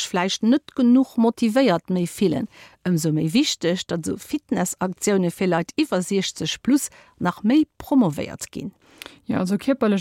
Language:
Luxembourgish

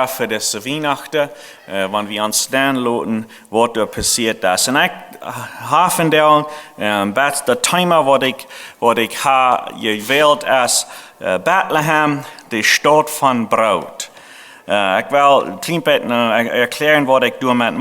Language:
Plautdietsch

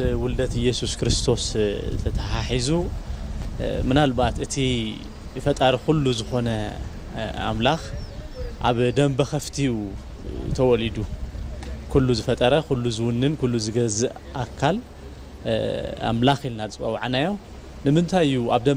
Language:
Tigrinya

